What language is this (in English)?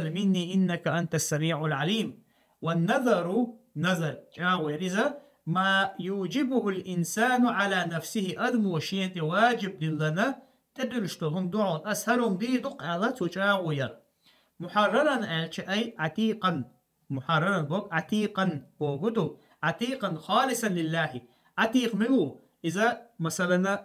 Chechen